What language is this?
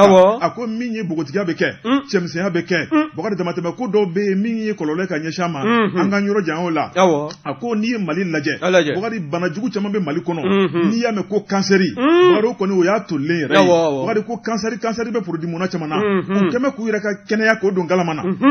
Bambara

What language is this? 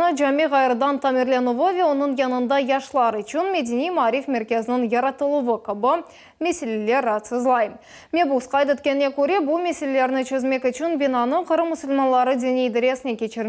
Crimean Tatar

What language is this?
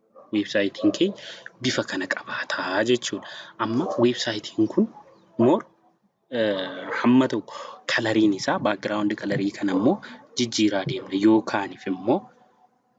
Oromo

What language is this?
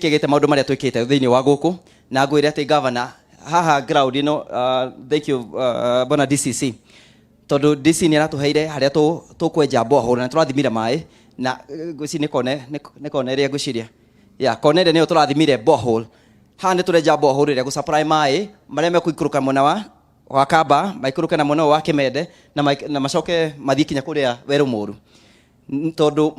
Kikuyu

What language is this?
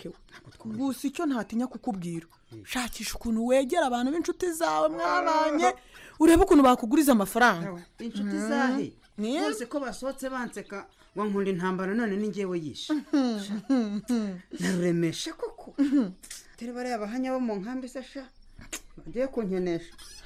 Kinyarwanda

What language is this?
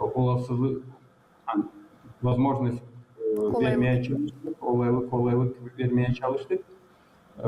Gagauz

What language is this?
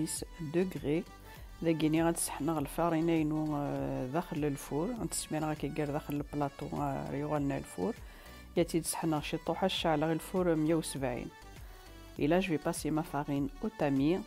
Kabyle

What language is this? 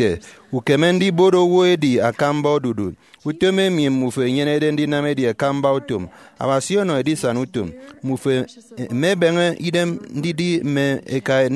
Efik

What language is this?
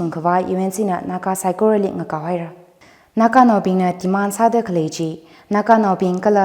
Tangkhul Naga (India)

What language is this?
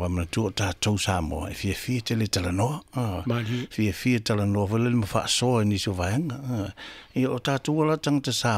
Samoan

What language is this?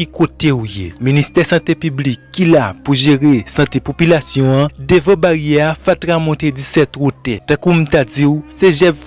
Haitian Creole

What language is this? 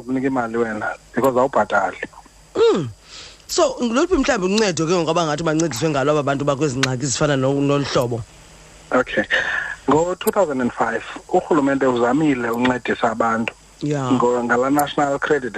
Xhosa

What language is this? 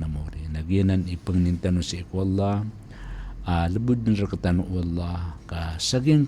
Maranao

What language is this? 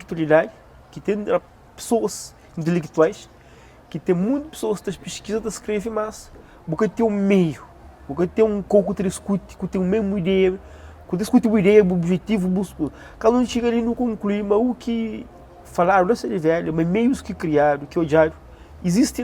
Kabuverdianu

